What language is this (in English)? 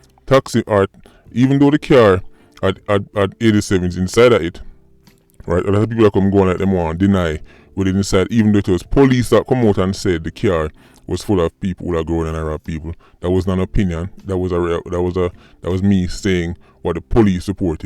Jamaican Creole English